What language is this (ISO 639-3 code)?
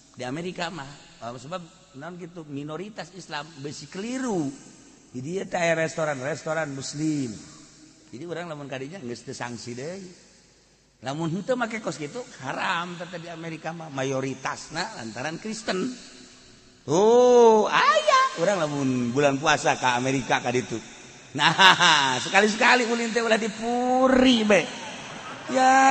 sun